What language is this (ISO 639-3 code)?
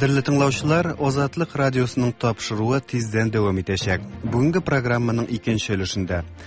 tat